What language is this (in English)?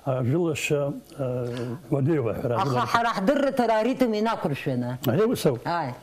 Abkhazian